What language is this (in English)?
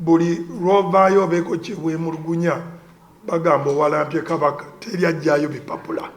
Ganda